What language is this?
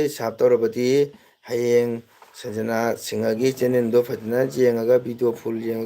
Manipuri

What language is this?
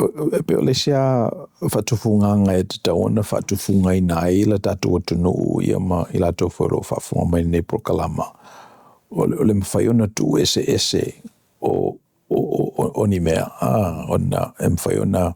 Samoan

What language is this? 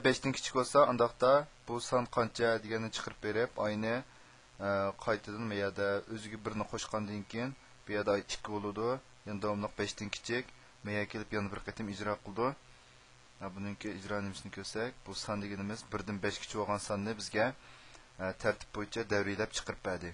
Uyghur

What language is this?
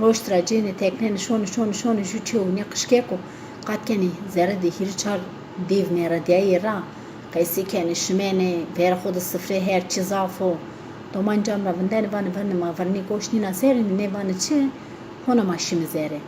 Zaza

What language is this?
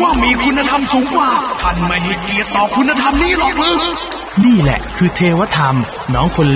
Thai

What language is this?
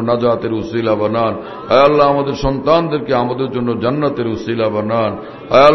Bangla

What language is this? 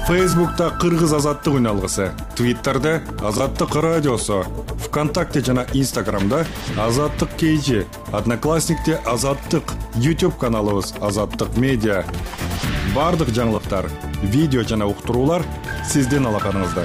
Kyrgyz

